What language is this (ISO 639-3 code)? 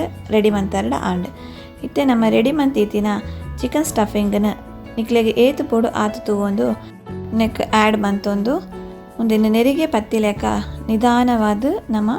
tcy